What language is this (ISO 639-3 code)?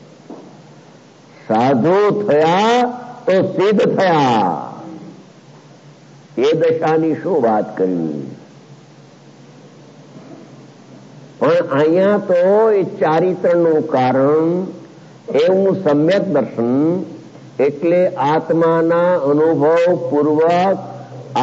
guj